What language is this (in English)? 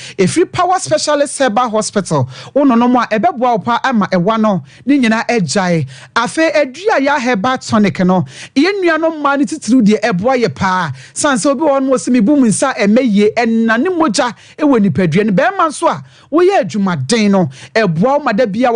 Akan